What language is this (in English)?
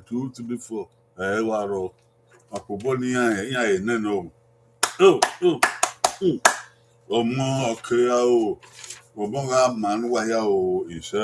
Bini